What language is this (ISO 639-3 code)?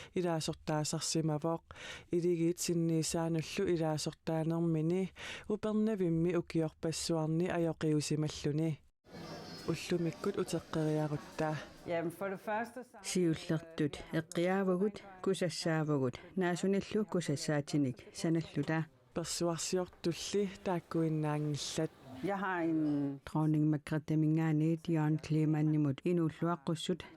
kal